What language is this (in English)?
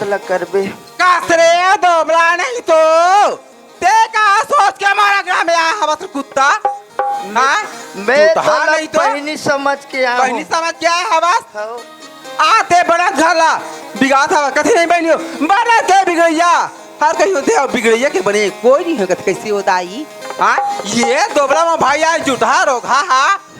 Chhattisgarhi